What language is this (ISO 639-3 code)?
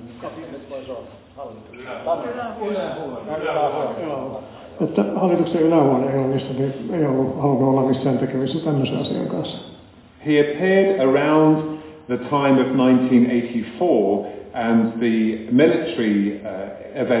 fin